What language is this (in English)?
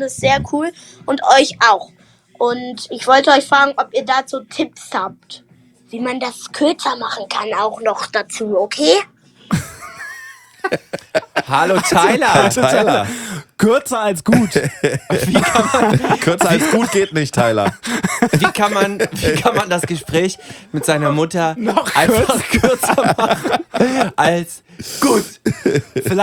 German